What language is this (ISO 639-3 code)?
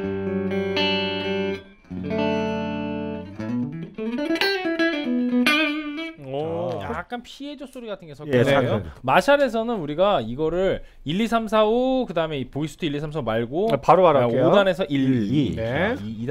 kor